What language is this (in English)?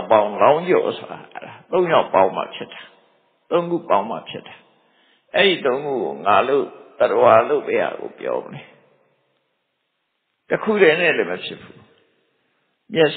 Burmese